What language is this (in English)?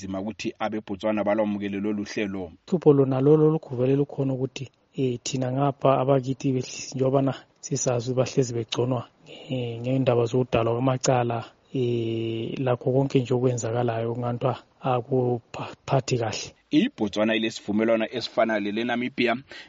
North Ndebele